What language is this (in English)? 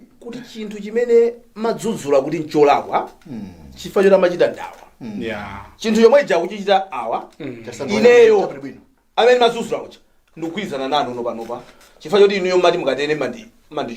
Nyanja